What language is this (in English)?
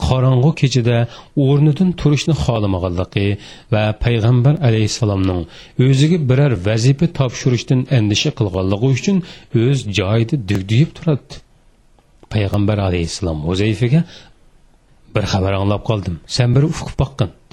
Uyghur